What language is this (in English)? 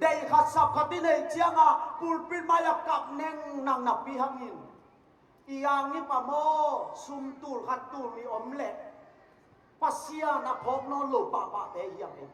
Tedim Chin